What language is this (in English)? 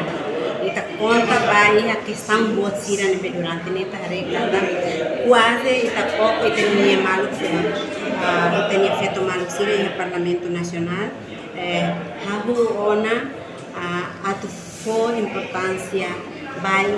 Tetum